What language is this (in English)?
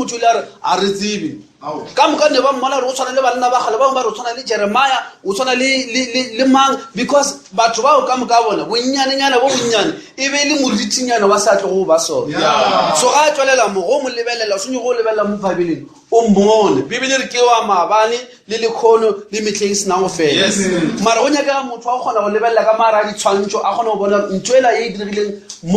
Northern Sotho